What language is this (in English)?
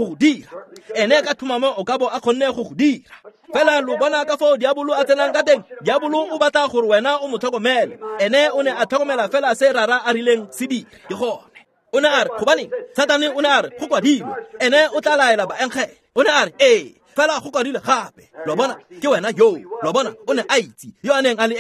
Tswana